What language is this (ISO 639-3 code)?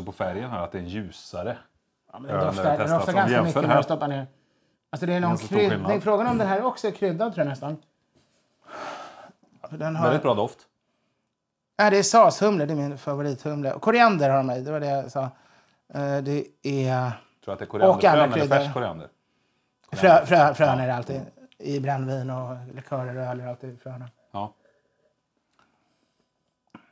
swe